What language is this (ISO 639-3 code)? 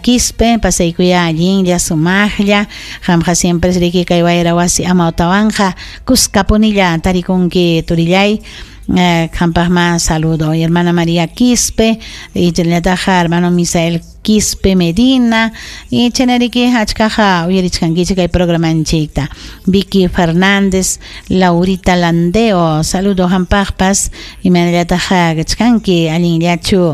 quy